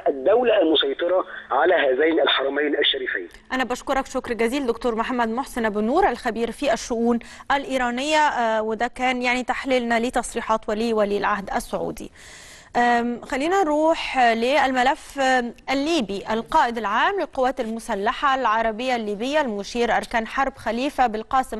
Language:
Egyptian Arabic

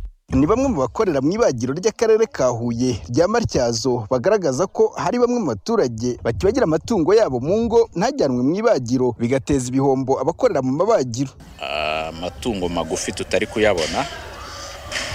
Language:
Kinyarwanda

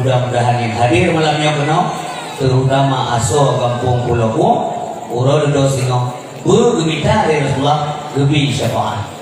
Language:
Achinese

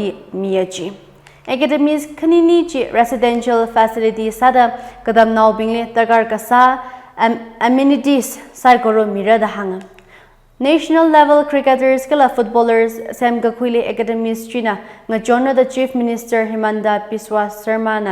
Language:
Tangkhul Naga (India)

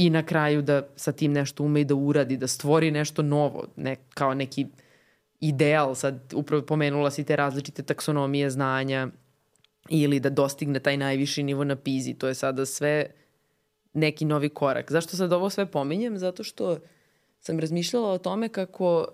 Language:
Serbian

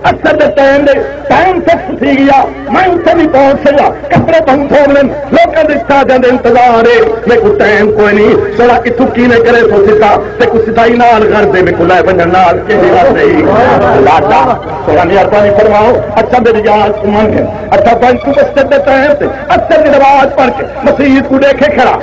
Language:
Saraiki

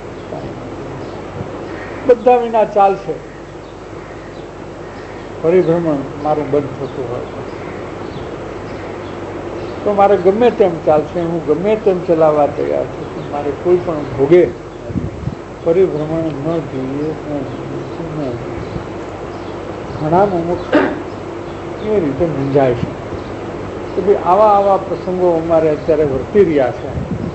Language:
Gujarati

